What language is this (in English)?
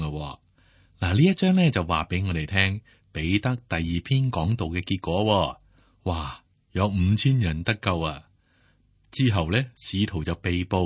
Cantonese